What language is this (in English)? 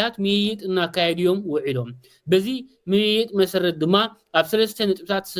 Tigrinya